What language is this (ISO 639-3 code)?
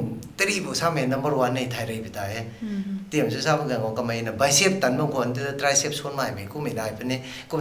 nbu